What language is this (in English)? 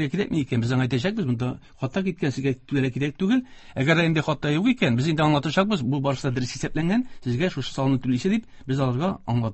Tatar